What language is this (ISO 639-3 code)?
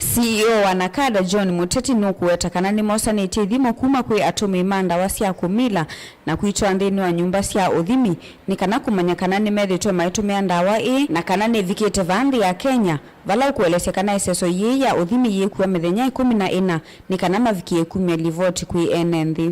kam